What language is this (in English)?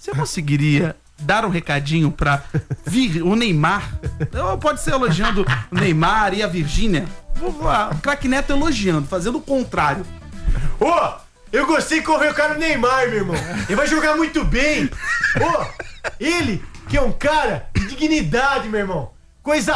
Portuguese